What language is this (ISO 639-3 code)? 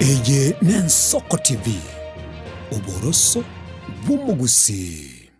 guz